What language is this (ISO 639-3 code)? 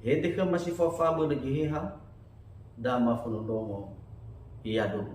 nia